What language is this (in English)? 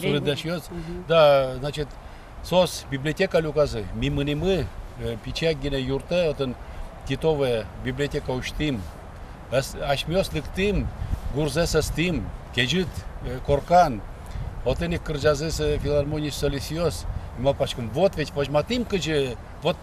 Udmurt